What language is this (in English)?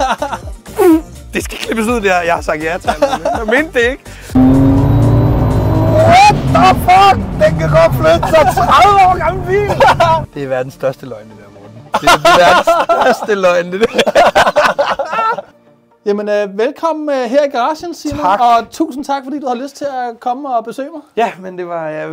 Danish